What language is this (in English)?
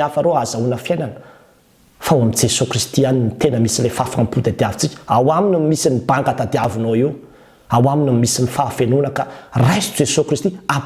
Malagasy